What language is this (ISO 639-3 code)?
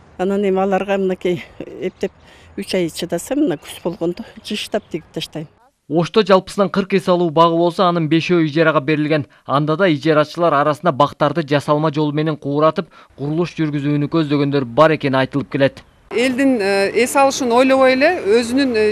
kir